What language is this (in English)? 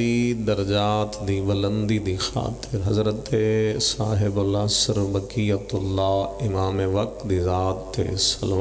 Pahari-Potwari